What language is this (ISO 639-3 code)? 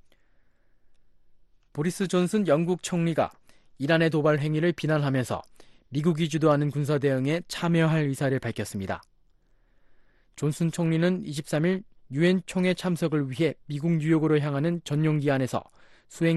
kor